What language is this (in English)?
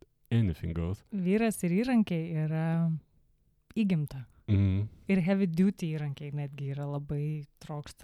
Lithuanian